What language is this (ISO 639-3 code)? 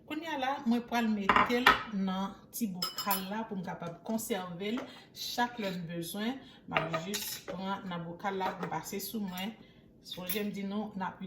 hat